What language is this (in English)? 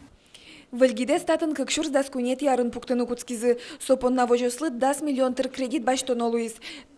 Udmurt